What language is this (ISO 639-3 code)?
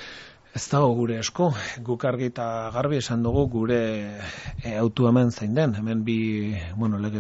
eus